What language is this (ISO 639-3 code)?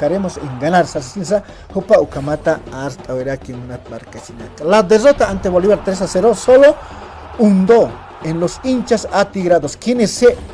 aym